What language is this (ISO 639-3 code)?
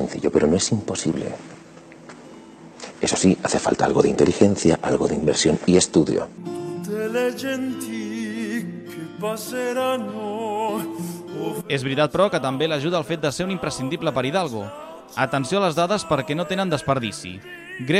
cat